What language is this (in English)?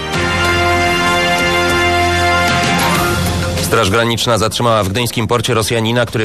Polish